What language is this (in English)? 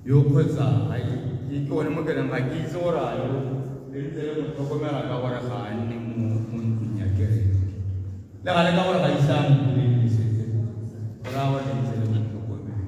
Tswana